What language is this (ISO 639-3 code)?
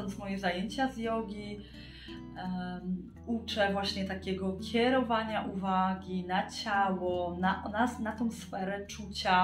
pol